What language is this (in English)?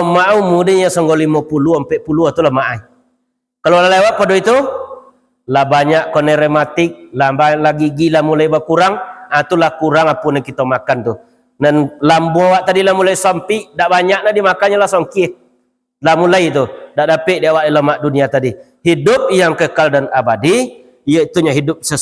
Minangkabau